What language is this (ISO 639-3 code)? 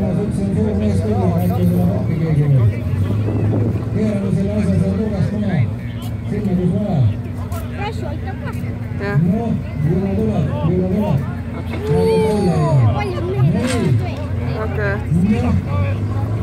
est